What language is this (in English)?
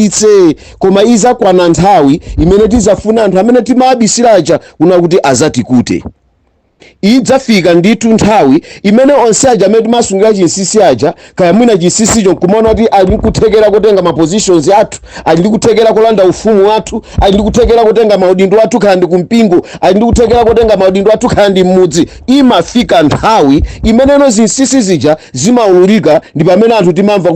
Nyanja